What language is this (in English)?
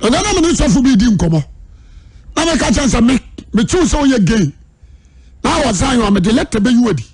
Akan